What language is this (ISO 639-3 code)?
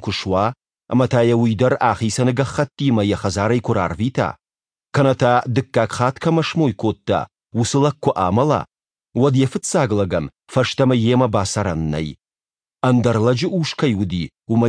oss